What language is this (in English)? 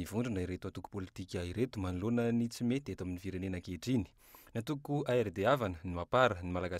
Malagasy